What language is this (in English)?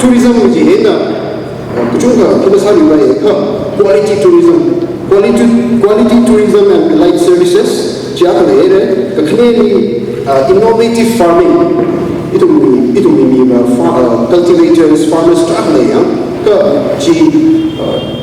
Tangkhul Naga (India)